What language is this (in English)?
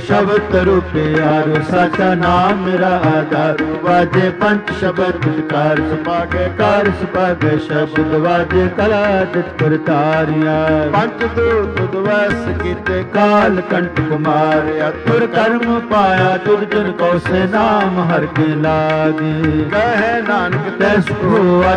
Punjabi